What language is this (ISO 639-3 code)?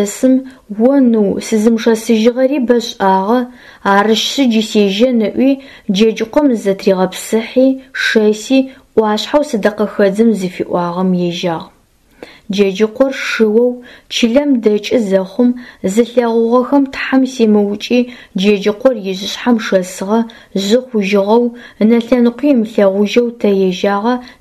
ady